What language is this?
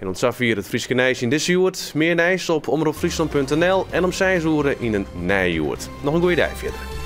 Western Frisian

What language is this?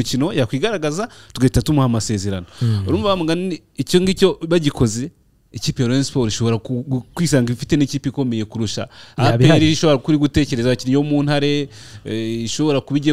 Kinyarwanda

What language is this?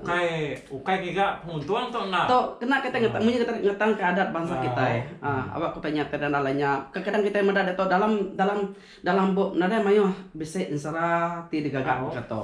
Iban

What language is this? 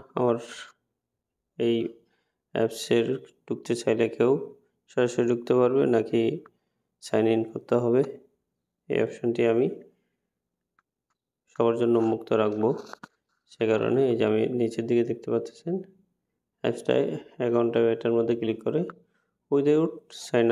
Bangla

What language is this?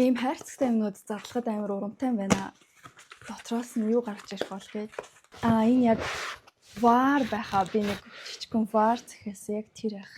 Mongolian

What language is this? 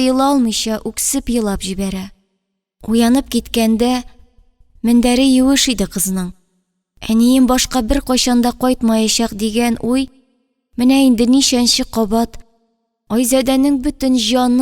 Tatar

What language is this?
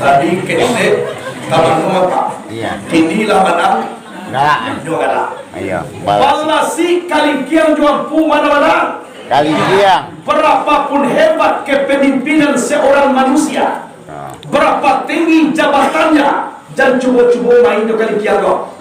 Minangkabau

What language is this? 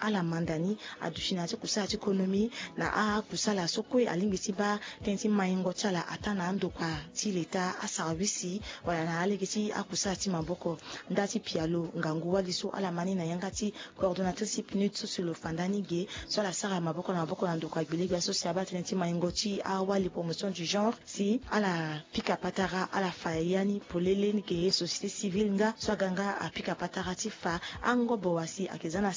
Sango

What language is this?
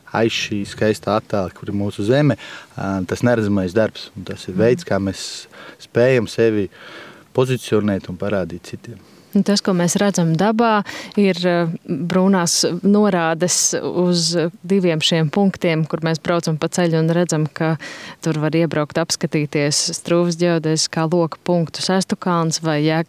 Latvian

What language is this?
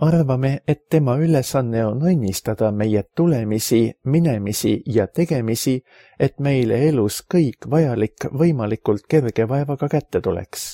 Estonian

